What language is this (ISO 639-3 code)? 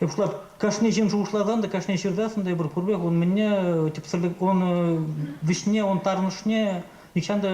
chv